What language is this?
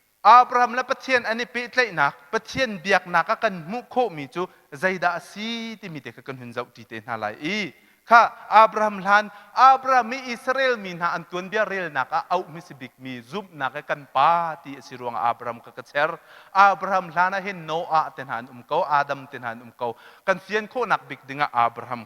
Hakha Chin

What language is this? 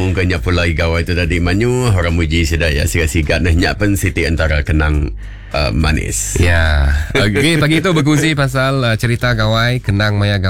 Iban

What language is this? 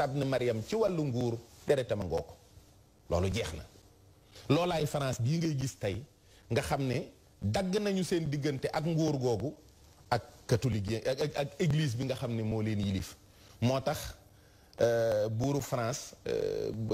Wolof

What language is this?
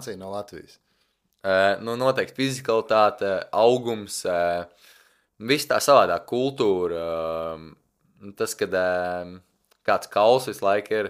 Latvian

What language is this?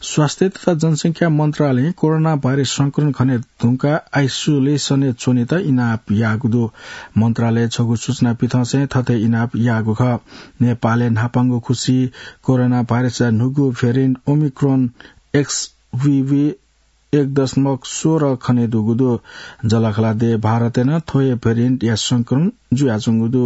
Newari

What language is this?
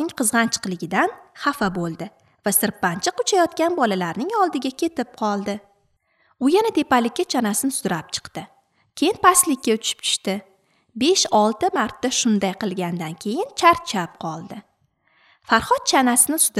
Uzbek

